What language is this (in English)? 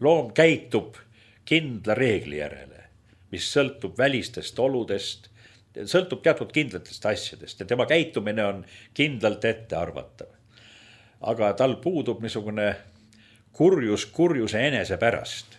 Estonian